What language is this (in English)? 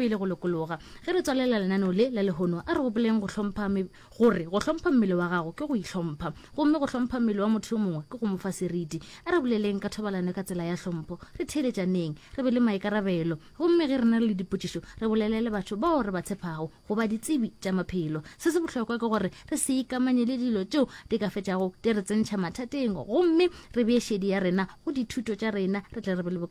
Northern Sotho